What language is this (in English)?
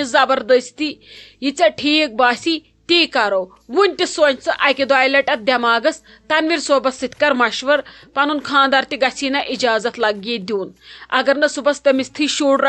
Kashmiri